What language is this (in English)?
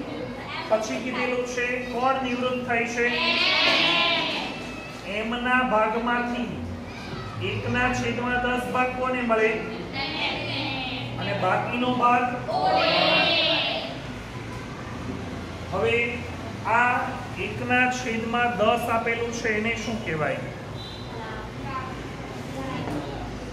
Gujarati